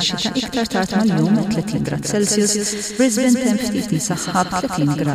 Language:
Maltese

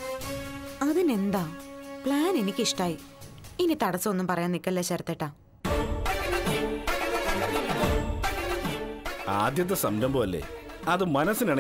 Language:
Malayalam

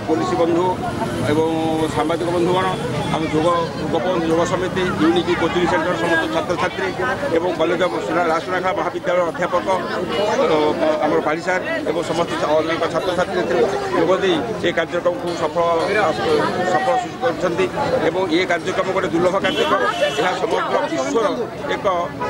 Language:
Odia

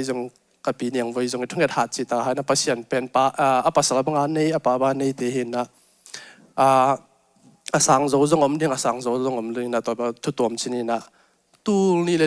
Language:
Tedim Chin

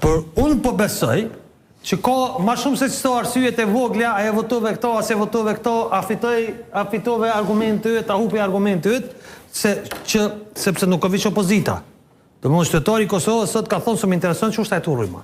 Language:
Albanian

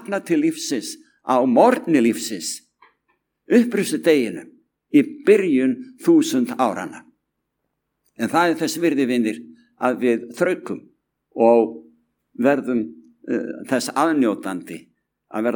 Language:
Icelandic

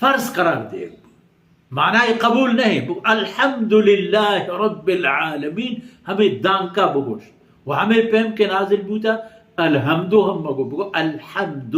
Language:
Baluchi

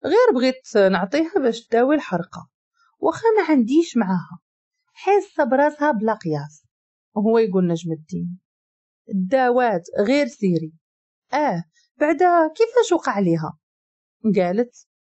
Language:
Moroccan Arabic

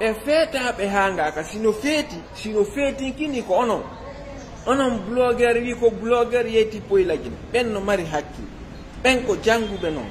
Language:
Fula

